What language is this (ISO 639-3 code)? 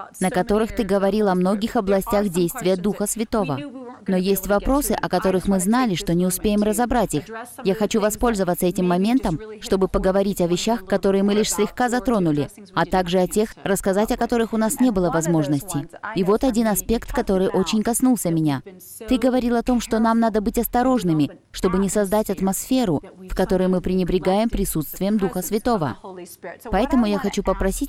rus